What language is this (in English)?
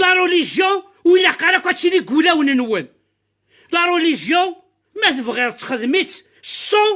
Kabyle